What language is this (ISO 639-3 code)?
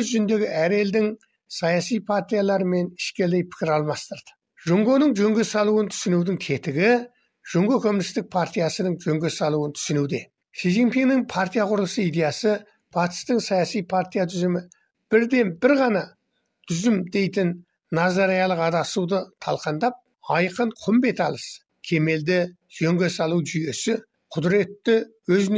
kaz